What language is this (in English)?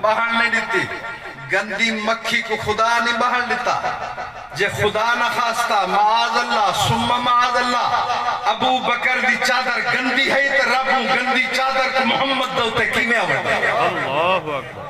Saraiki